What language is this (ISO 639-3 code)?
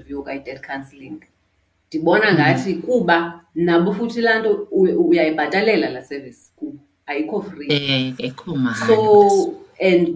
xho